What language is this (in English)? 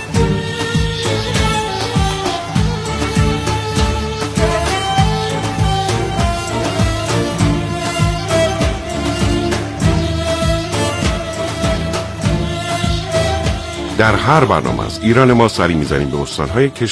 Persian